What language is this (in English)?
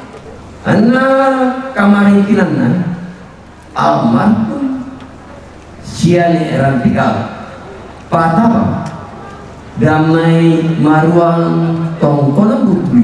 Toraja-Sa'dan